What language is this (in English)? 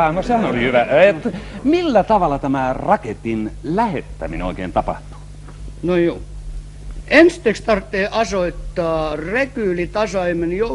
Finnish